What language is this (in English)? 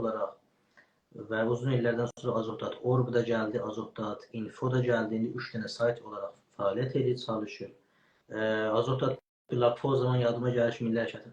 South Azerbaijani